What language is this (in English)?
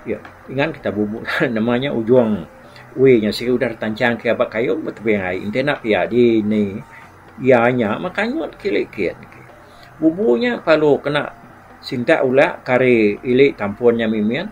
Iban